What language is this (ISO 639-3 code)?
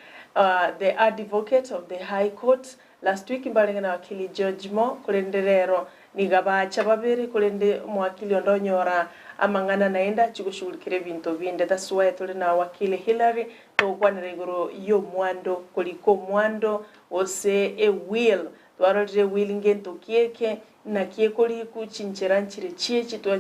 guz